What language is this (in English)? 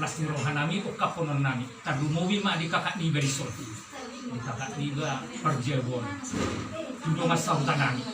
Batak Toba